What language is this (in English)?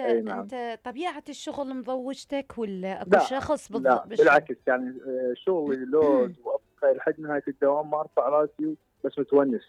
Mesopotamian Arabic